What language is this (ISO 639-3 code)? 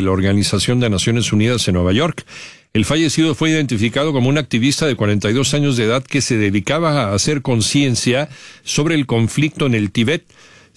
spa